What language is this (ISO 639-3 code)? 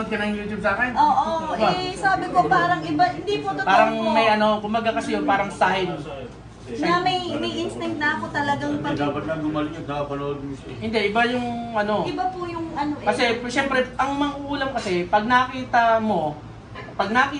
fil